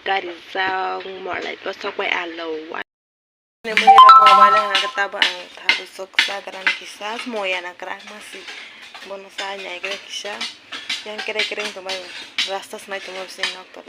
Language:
Kok Borok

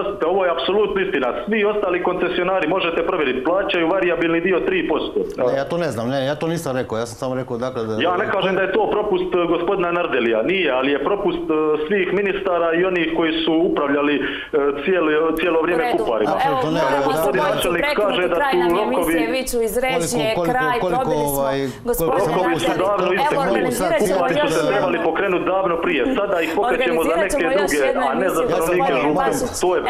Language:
Croatian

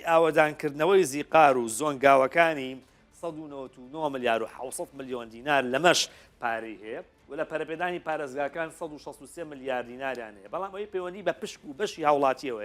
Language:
Central Kurdish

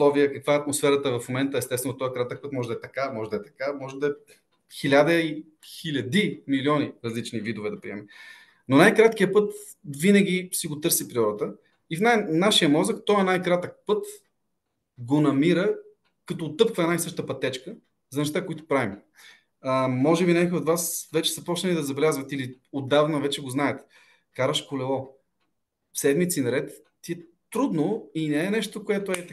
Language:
Bulgarian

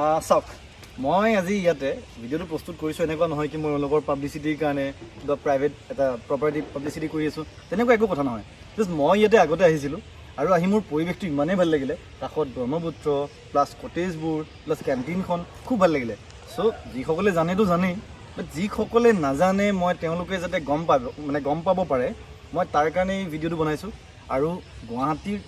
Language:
Assamese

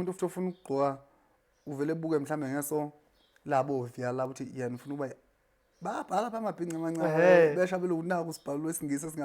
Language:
Zulu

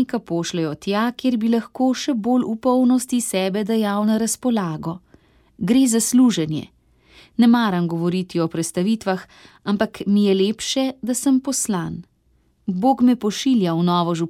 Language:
Slovenian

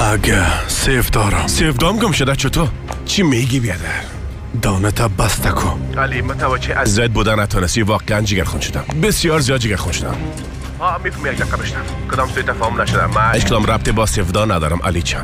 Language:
Persian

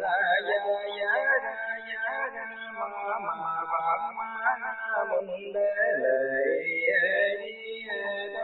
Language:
Vietnamese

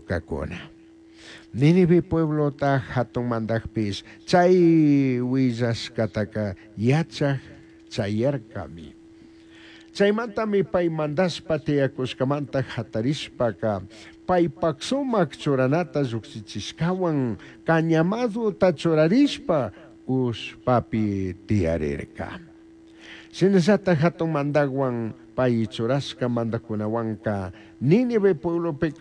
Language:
Chimborazo Highland Quichua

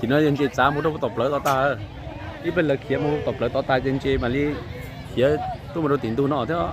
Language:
Hmong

